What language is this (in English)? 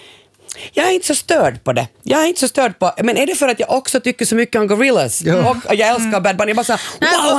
Swedish